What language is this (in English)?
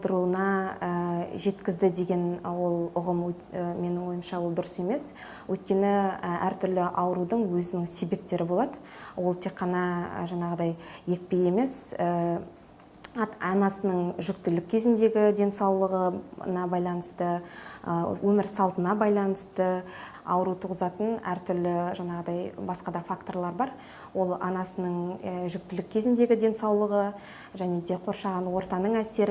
Kazakh